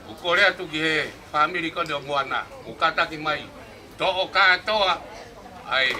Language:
Tongan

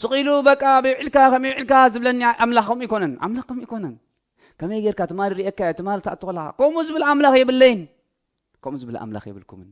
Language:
Tigrinya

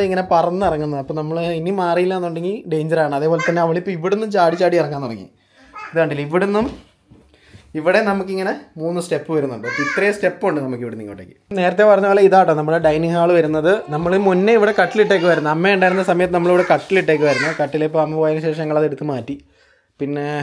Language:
Malayalam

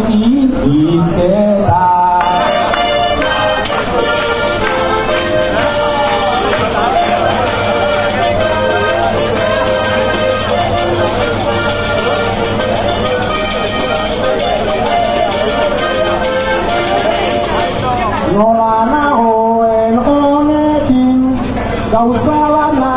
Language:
Basque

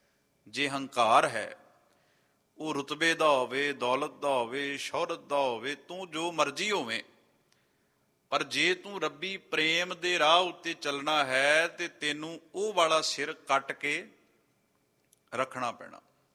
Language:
Punjabi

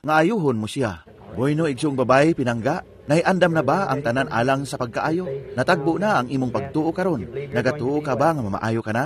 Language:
Cebuano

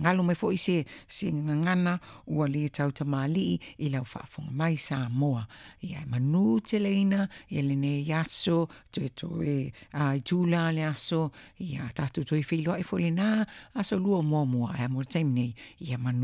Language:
Samoan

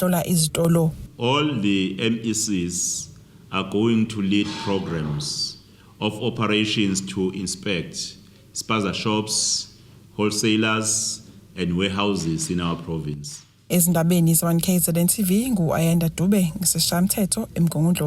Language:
Zulu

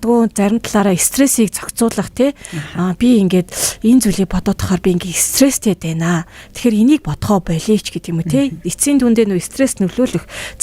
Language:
Mongolian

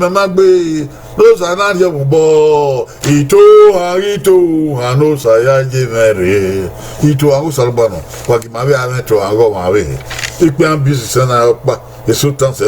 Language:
Bini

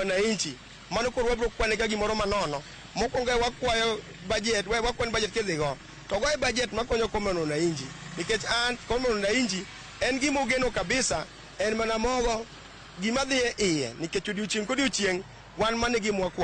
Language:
Luo (Kenya and Tanzania)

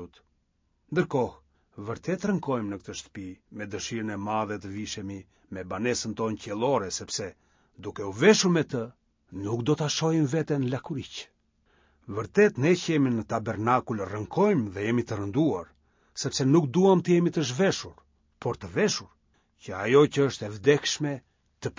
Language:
Albanian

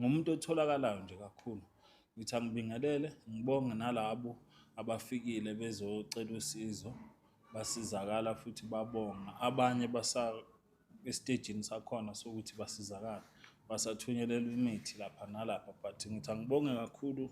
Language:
Zulu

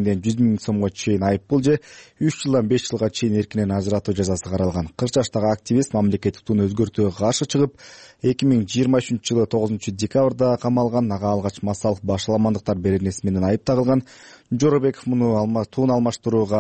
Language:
Kyrgyz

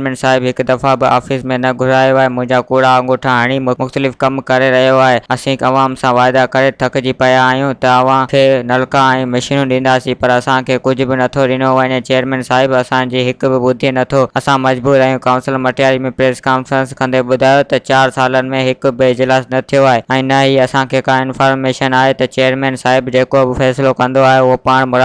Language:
Sindhi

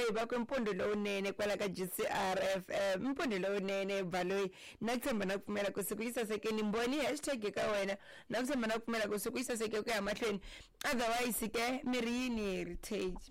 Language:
Tsonga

